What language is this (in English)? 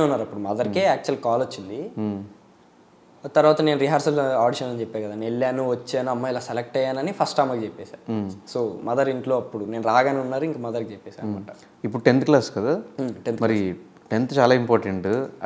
Telugu